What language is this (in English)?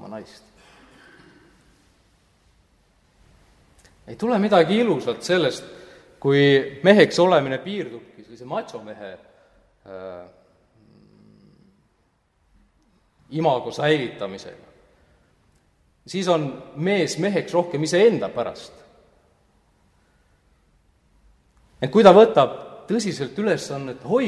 Estonian